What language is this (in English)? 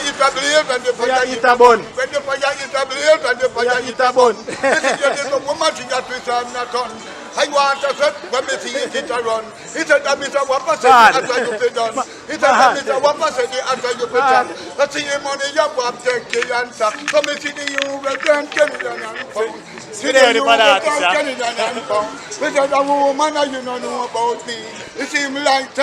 Jamaican Creole English